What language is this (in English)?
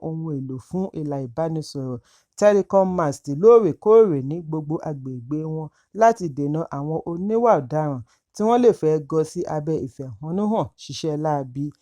Yoruba